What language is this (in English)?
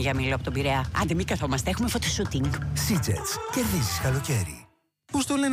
Greek